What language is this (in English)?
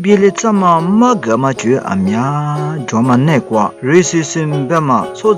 Lisu